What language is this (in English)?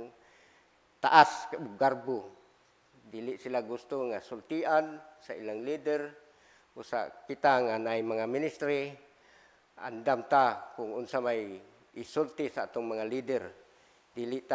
Cebuano